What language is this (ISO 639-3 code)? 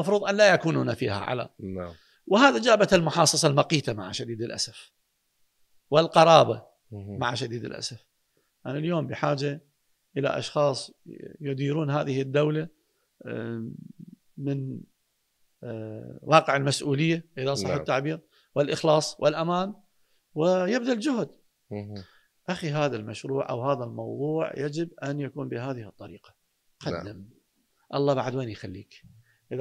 acm